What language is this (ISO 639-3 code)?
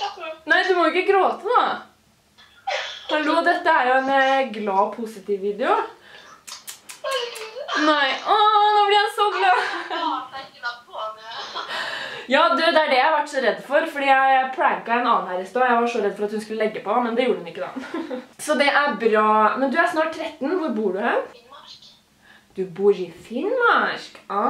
nor